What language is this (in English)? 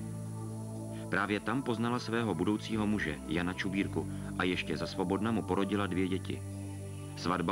Czech